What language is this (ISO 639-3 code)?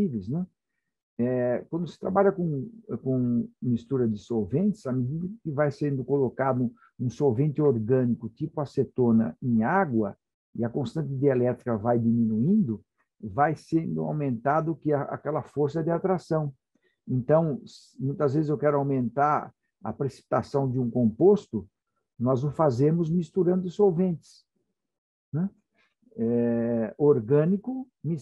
por